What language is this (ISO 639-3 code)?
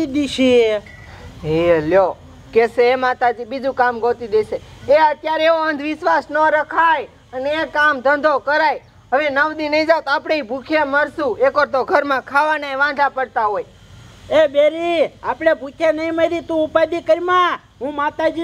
guj